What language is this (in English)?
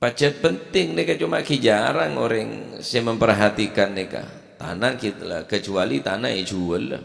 Madurese